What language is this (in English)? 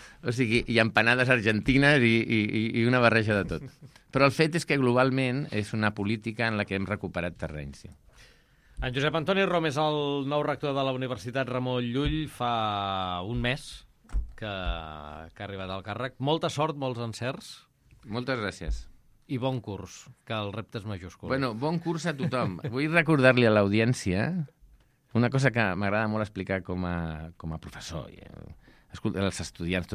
Catalan